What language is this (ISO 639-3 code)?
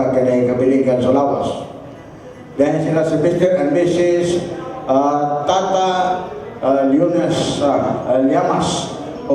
ceb